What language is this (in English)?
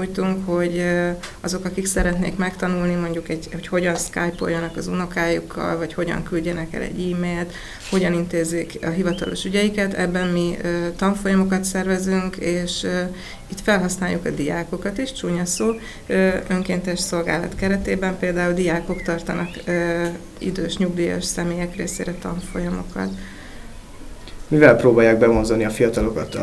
Hungarian